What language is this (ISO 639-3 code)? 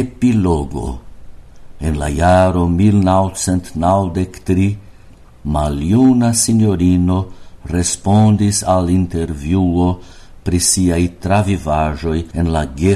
epo